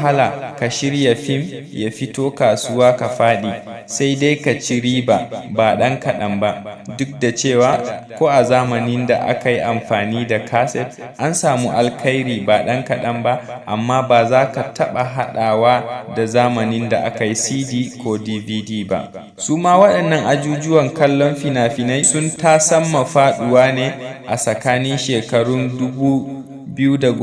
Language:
Hausa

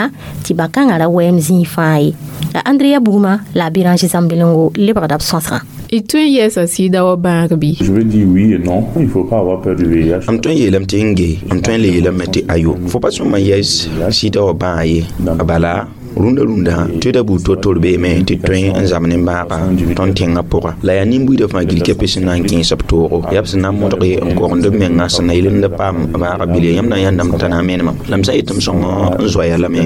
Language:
Mossi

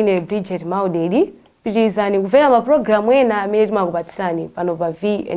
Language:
Nyanja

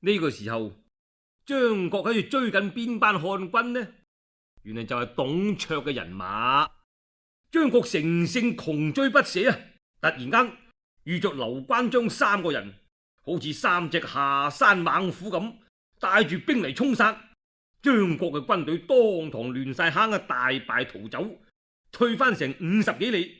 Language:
Cantonese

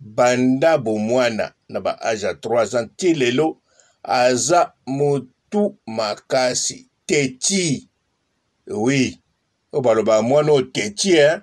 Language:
Lingala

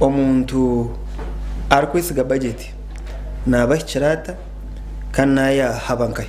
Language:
Nyankole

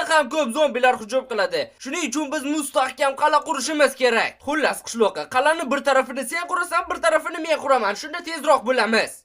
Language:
Uzbek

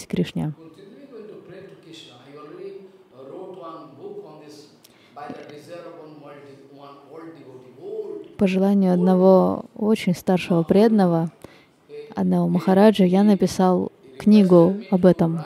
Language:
Russian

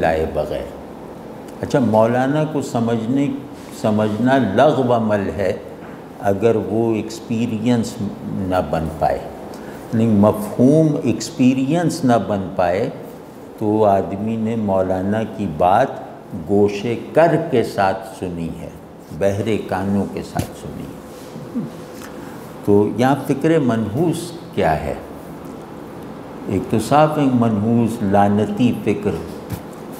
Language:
Urdu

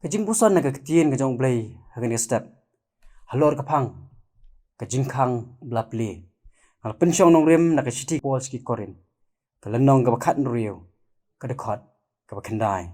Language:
Khasi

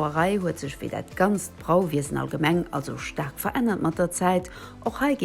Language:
Luxembourgish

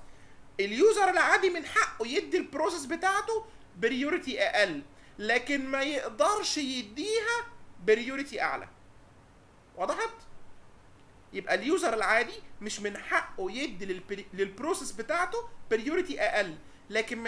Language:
Egyptian Arabic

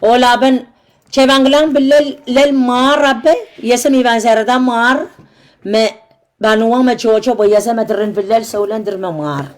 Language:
Pohnpeian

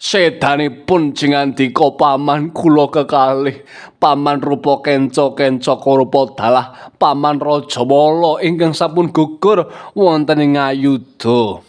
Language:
Javanese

